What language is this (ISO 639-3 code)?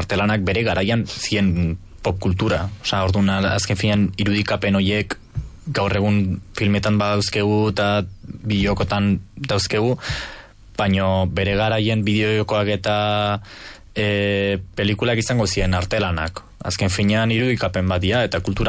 eus